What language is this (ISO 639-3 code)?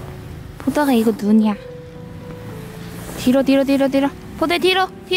kor